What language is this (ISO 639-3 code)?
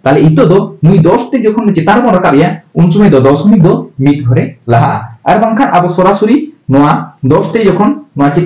sat